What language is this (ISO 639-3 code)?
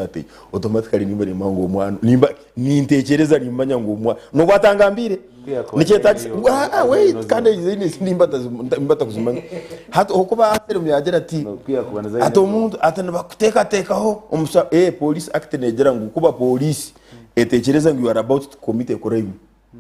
nyn